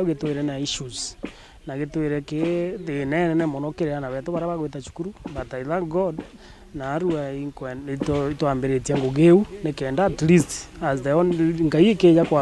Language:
Meru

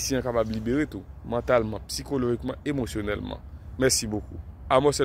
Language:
Haitian Creole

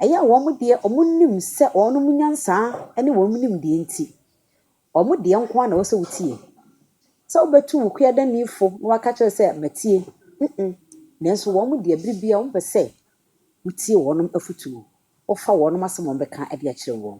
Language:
Akan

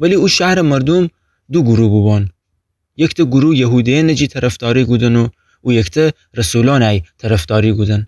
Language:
Gilaki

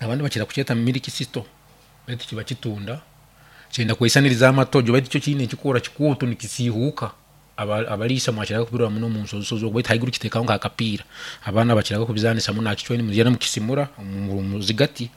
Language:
Nyankole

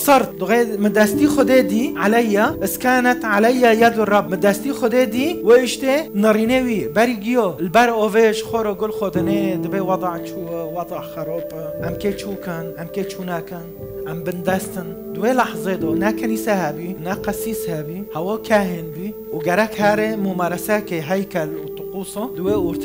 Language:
Kurdish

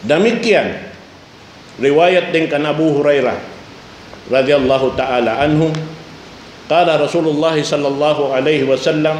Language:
Tausug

